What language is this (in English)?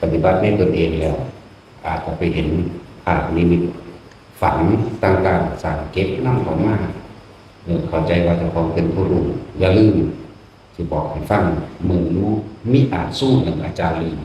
Northeastern Thai